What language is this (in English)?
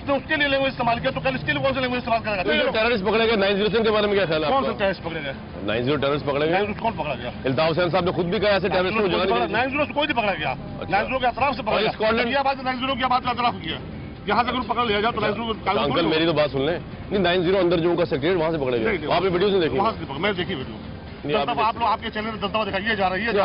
Urdu